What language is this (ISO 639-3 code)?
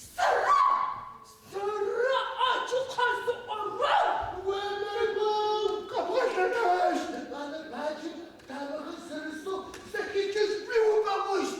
ady